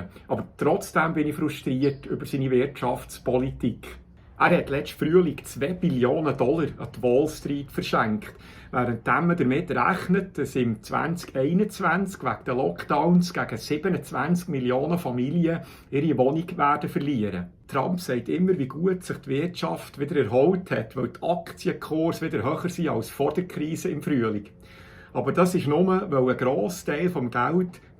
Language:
Swiss German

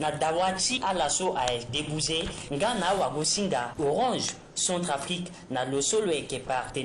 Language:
Sango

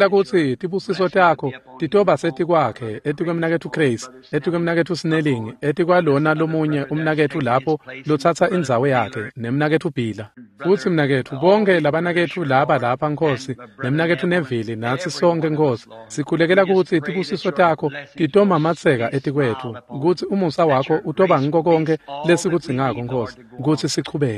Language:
Swati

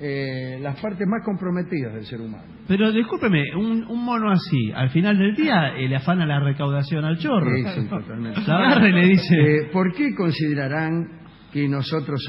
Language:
Spanish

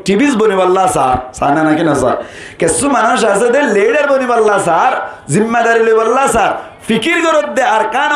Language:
Rohingya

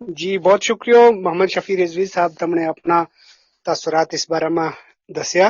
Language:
Gujari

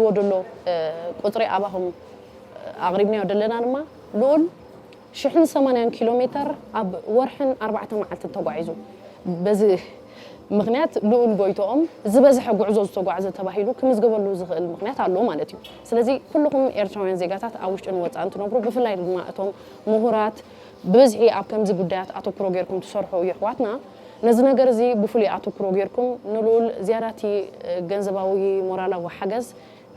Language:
Tigrinya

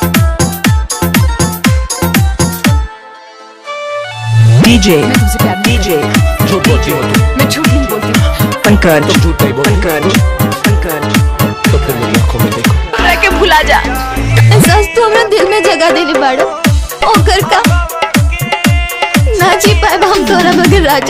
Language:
Bhojpuri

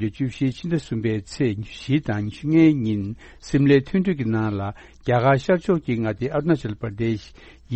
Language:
Tibetan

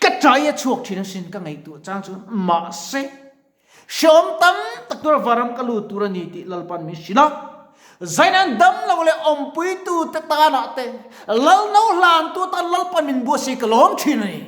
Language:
Mizo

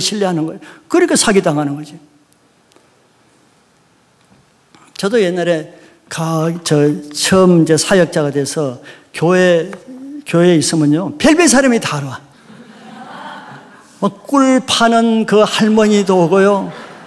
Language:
Korean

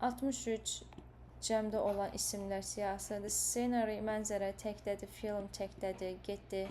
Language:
Azerbaijani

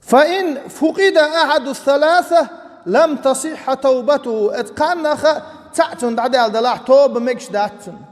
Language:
Chechen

